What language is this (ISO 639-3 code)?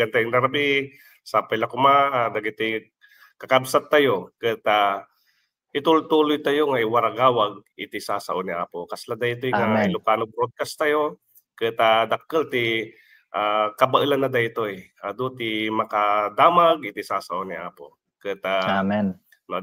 ilo